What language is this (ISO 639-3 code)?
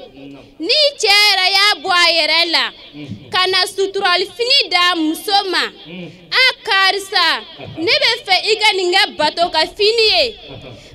bam